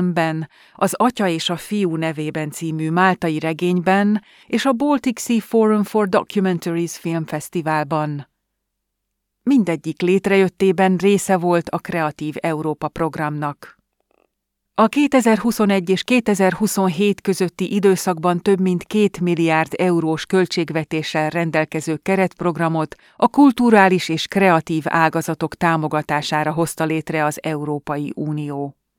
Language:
Hungarian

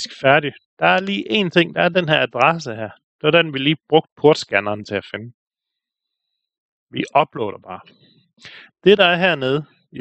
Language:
Danish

